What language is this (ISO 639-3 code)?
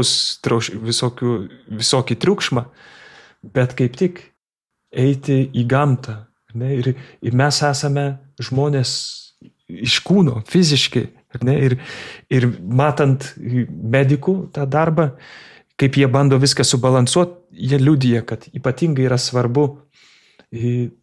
lit